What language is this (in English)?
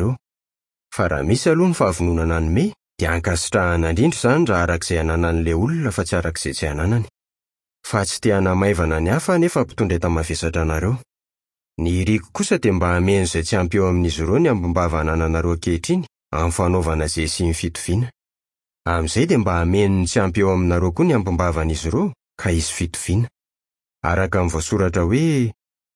Malagasy